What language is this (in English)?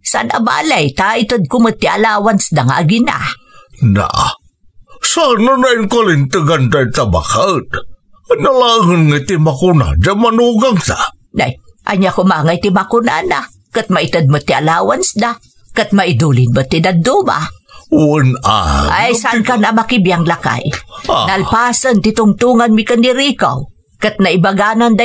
Iloko